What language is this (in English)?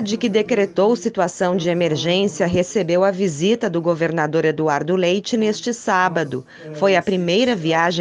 Portuguese